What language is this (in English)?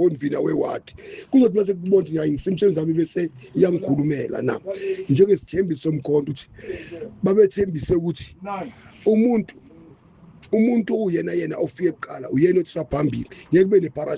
Zulu